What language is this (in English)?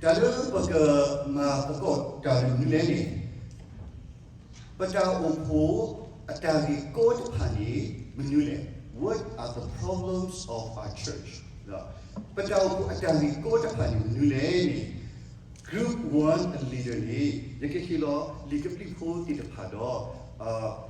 S'gaw Karen